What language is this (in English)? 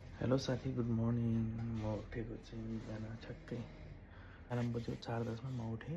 Nepali